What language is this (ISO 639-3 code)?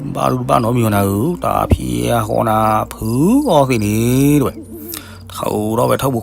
ksw